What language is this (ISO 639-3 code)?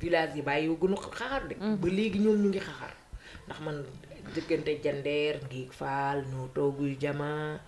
wol